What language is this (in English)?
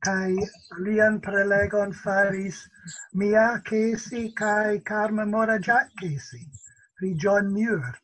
Esperanto